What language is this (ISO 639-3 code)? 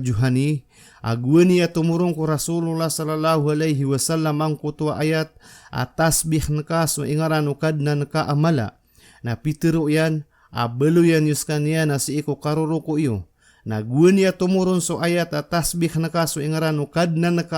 mrw